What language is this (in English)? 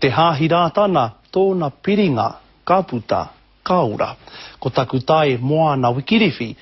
Māori